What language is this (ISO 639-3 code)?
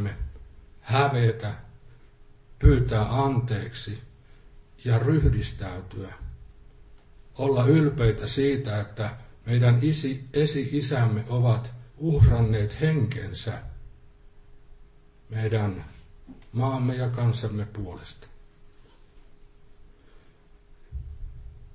fin